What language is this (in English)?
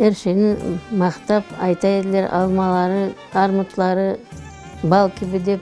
Crimean Tatar